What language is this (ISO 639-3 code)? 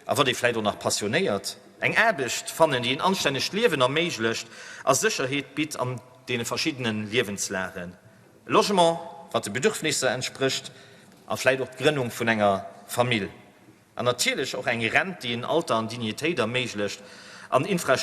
ltz